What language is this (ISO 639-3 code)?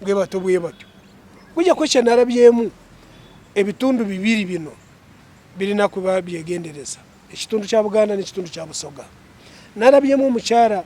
lug